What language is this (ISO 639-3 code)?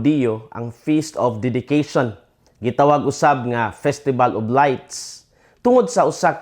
ceb